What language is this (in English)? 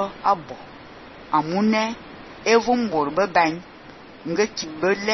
Fang